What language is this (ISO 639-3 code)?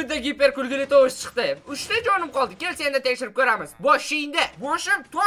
uzb